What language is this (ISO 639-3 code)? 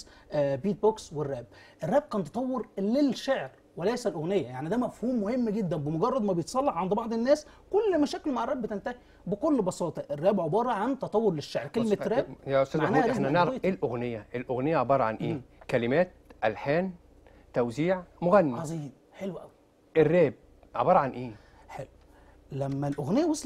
arz